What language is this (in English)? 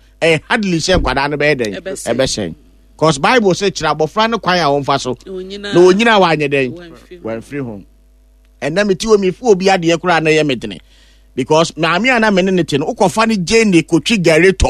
Akan